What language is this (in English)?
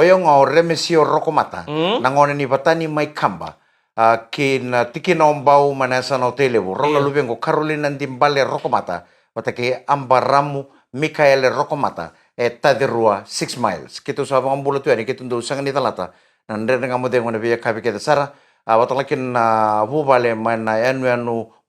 Fijian